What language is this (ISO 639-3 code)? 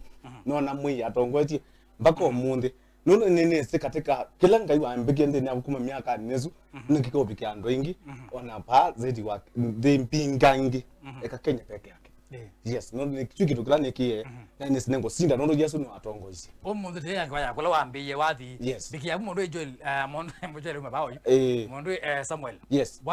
kam